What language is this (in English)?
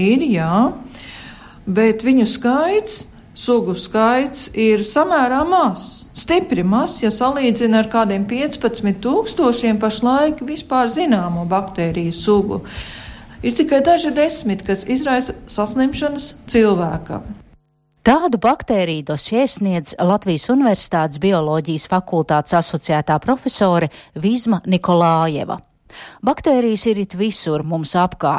Latvian